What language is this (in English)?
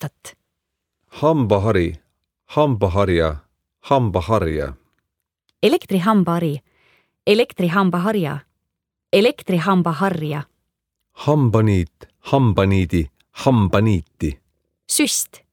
Estonian